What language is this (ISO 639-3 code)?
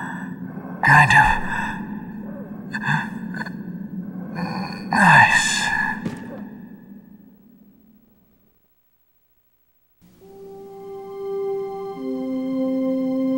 eng